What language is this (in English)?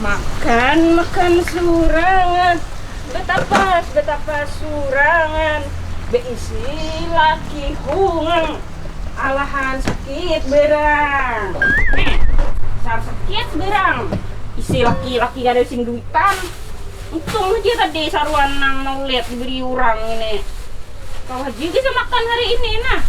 Banjar